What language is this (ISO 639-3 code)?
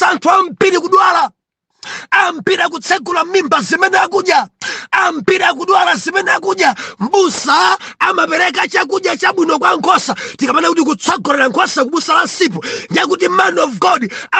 nya